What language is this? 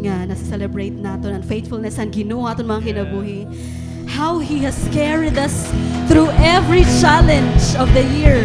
Waray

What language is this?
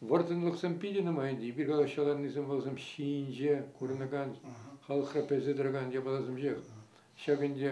Chuvash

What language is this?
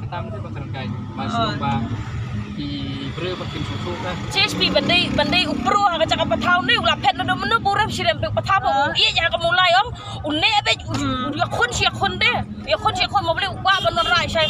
Khasi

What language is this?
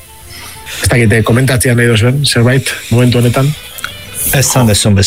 Basque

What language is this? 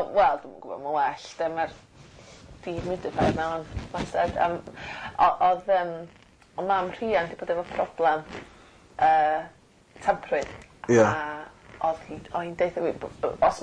Welsh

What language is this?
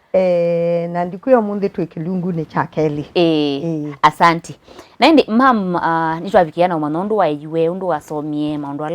Kamba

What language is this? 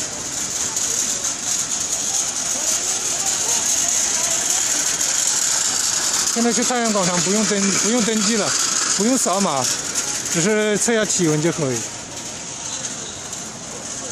Chinese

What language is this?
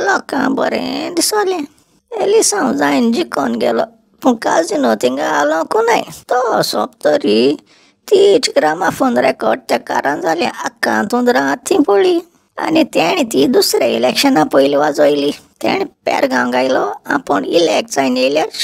Konkani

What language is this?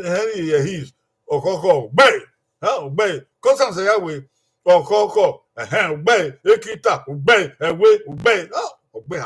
Bini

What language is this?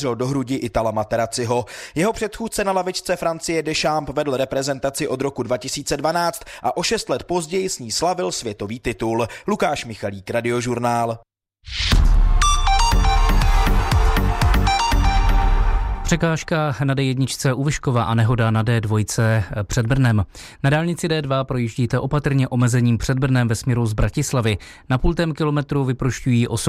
Czech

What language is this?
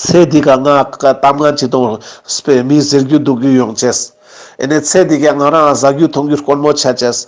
Ladakhi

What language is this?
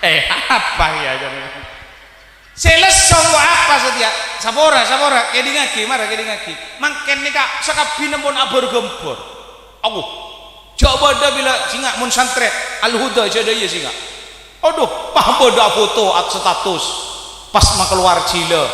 Madurese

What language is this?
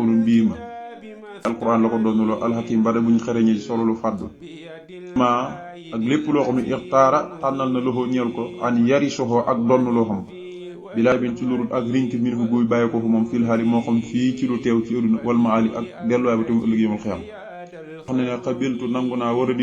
Wolof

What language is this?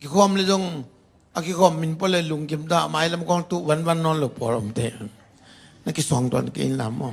Tedim Chin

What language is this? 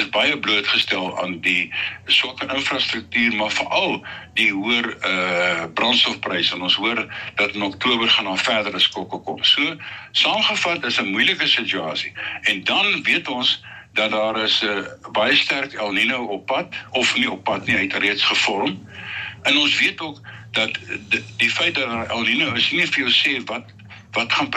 Afrikaans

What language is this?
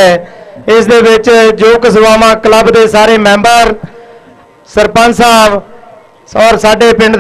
Punjabi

